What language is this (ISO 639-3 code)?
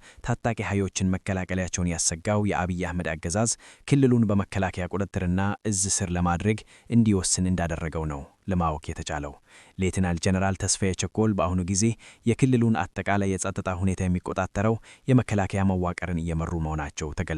amh